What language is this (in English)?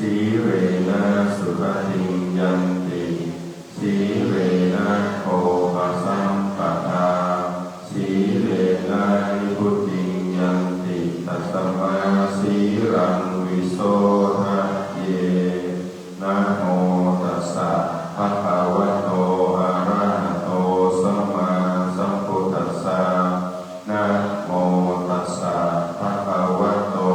Pali